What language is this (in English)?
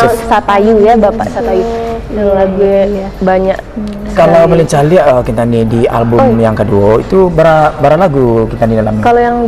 Minangkabau